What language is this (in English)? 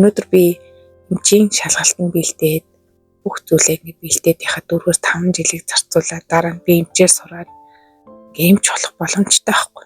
Mongolian